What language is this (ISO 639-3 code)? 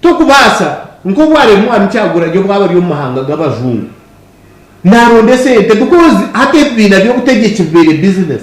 nyn